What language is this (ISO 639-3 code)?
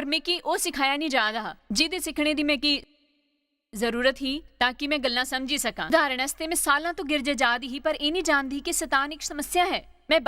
doi